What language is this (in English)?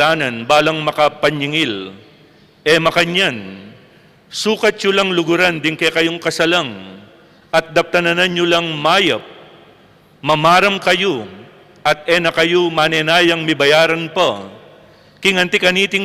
Pampanga